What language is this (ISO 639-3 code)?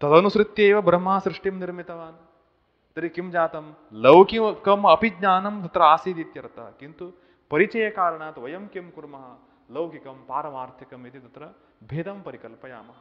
san